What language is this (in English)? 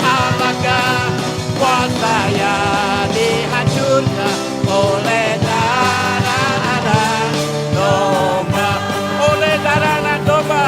Iban